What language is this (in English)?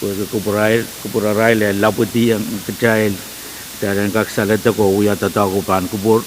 Pohnpeian